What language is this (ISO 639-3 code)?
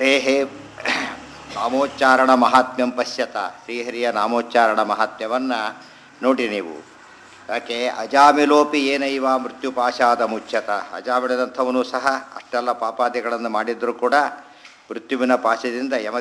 kan